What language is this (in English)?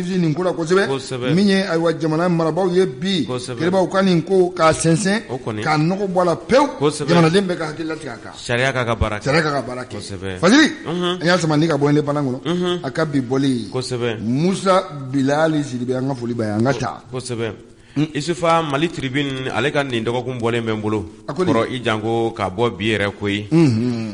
Bambara